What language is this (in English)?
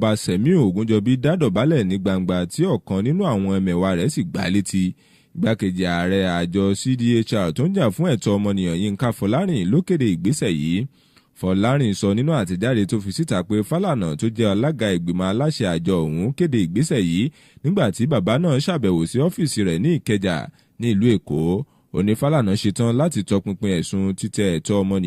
Yoruba